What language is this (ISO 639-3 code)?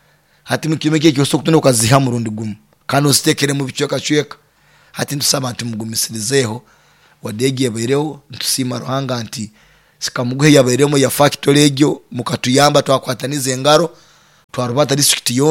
nyo